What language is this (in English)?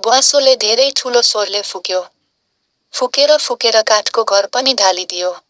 Nepali